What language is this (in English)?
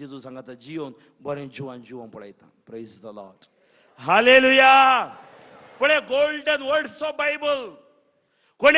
Konkani